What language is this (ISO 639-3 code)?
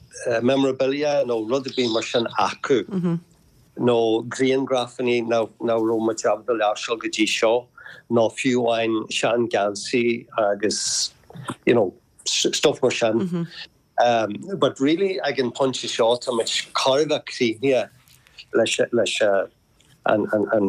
gle